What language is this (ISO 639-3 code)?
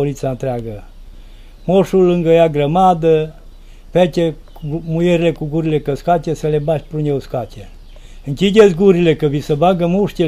ron